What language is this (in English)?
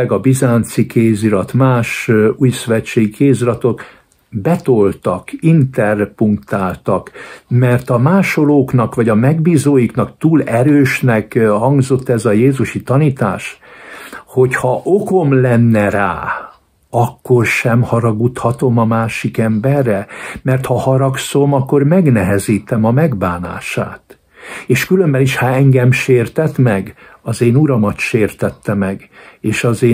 Hungarian